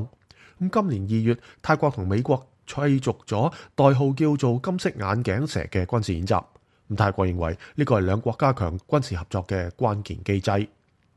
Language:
Cantonese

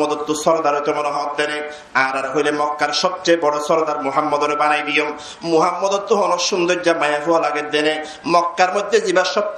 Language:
Rohingya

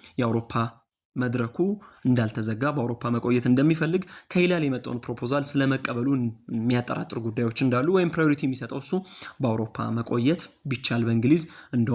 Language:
Amharic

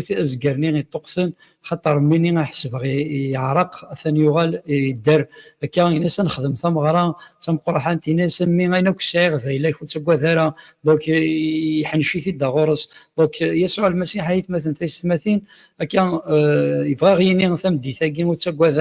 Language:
Kabyle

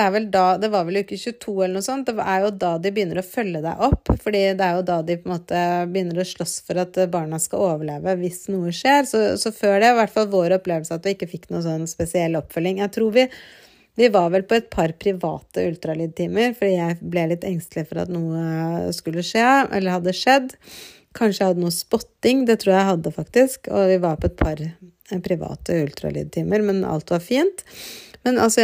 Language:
Norwegian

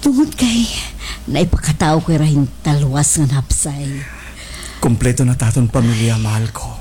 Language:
Waray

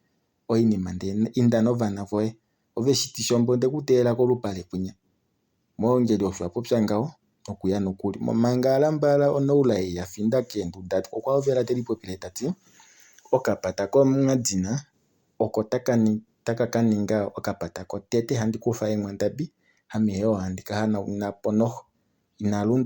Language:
Kuanyama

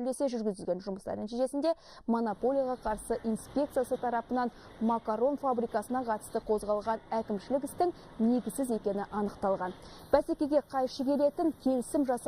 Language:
Kazakh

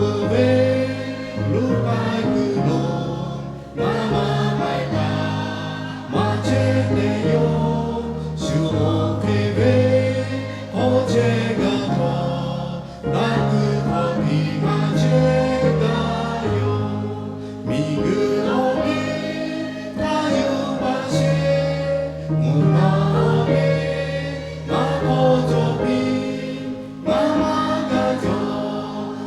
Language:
Lahu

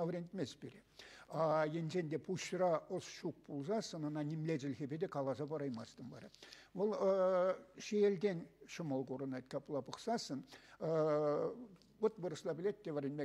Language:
Chuvash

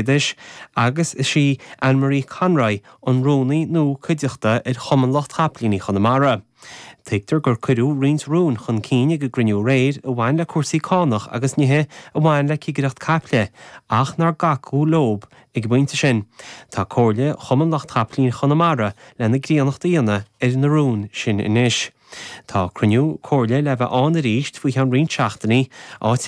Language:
Irish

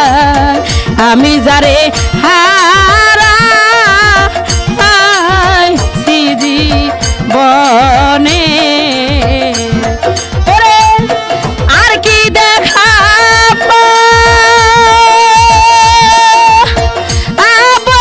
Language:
Bangla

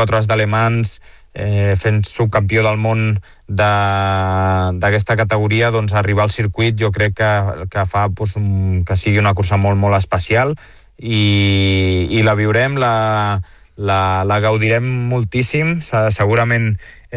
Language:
Catalan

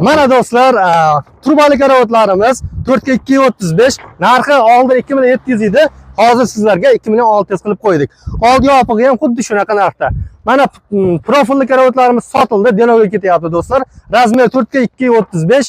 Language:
Uzbek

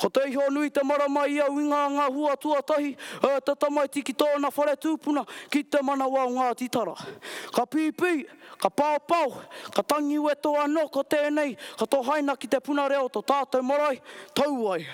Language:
Māori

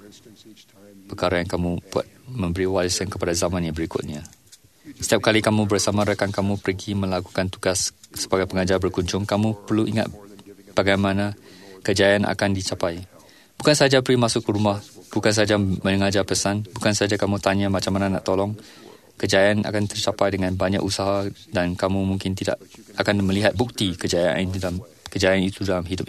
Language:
Malay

